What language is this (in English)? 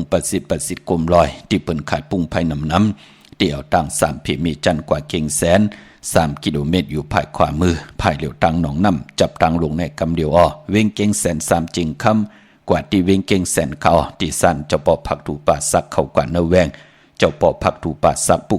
Shan